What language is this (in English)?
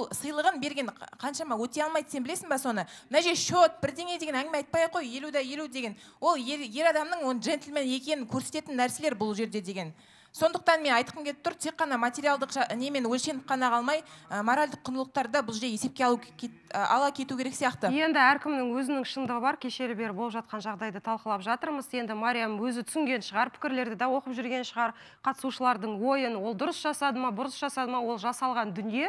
Kazakh